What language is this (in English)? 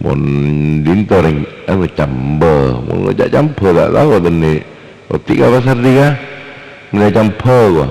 Madurese